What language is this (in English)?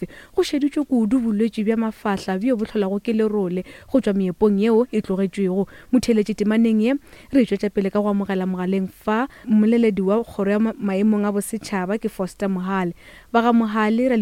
Northern Sotho